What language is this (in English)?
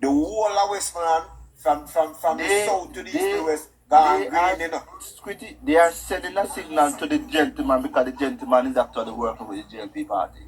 Jamaican Creole English